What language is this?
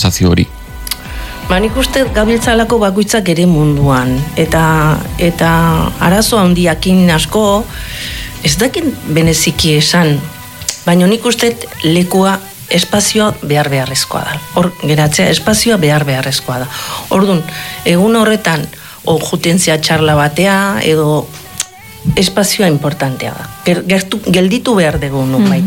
Basque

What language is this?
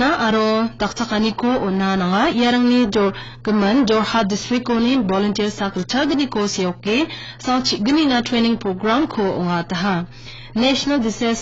Garo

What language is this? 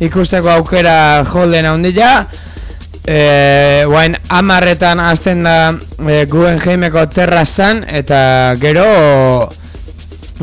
Basque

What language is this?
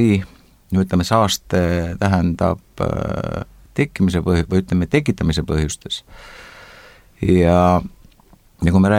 Estonian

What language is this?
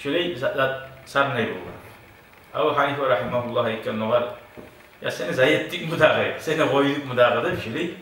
Kumyk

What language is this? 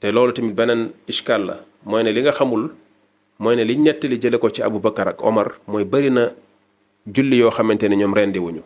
Wolof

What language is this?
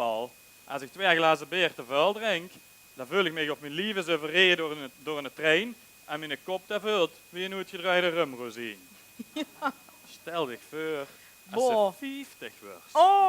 Limburgish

